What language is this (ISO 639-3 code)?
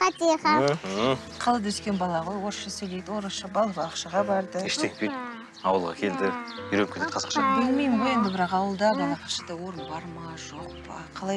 kaz